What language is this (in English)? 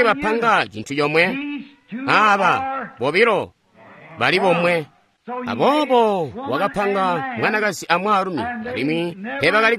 Tonga (Zambia)